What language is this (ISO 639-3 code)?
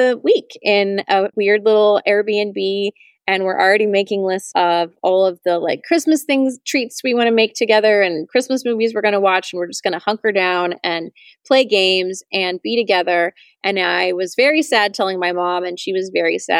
eng